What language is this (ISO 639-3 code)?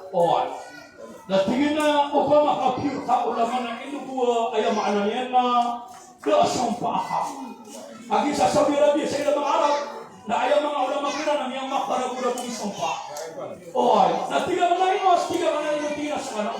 mrw